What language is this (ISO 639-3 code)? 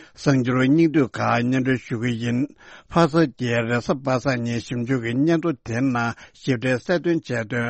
bod